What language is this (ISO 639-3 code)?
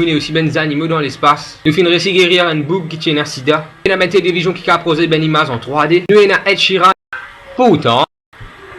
mfe